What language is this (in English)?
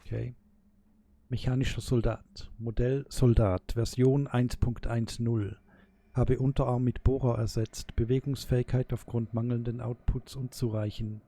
Swiss German